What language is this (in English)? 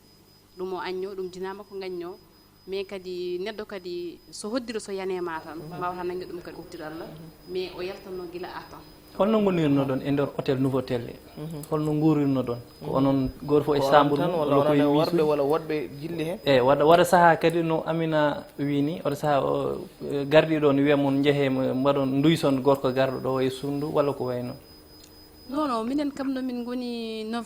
Fula